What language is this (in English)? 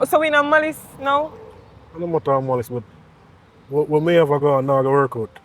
Jamaican Creole English